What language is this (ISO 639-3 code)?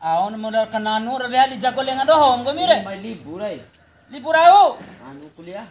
bhp